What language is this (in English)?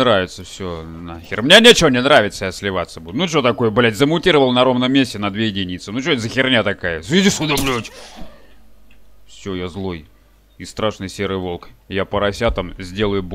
Russian